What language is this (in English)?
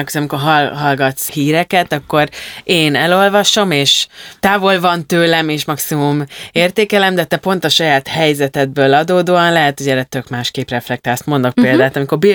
Hungarian